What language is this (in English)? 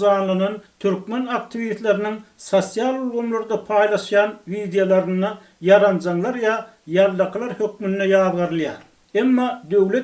Turkmen